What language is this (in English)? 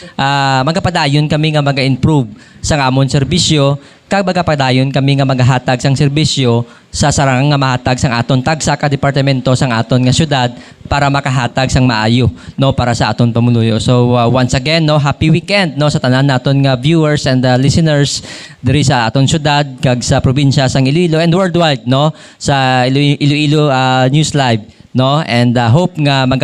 Hiligaynon